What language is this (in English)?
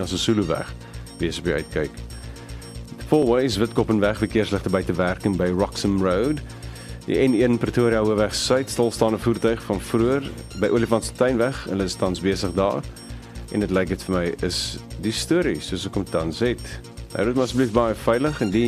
Afrikaans